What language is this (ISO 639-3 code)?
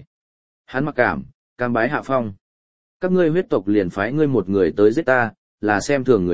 vie